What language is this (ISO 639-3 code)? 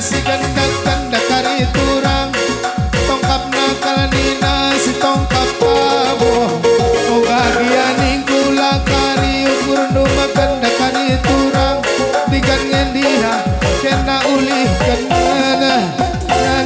btx